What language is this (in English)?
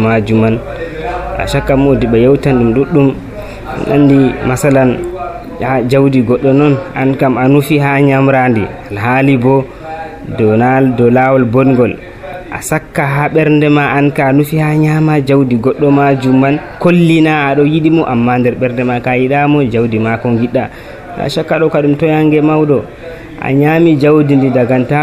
Nigerian Fulfulde